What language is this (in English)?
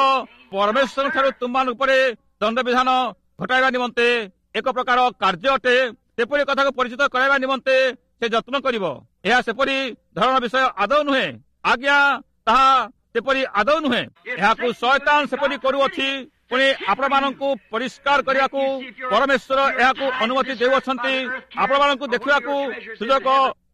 Odia